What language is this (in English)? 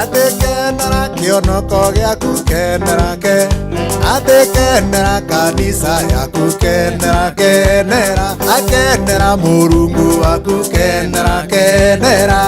Meru